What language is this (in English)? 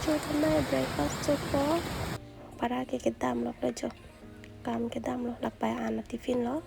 Karbi